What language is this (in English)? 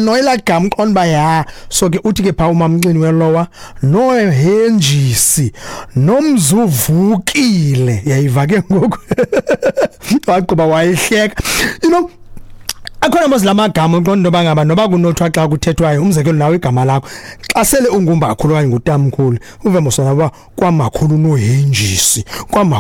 Xhosa